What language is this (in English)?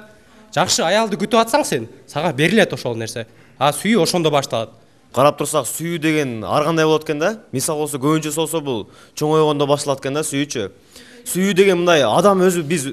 Kyrgyz